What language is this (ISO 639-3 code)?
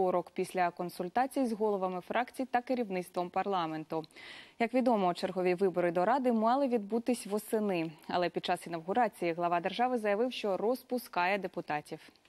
ukr